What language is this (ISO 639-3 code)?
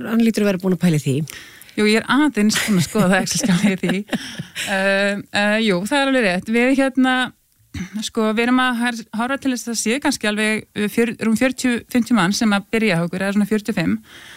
isl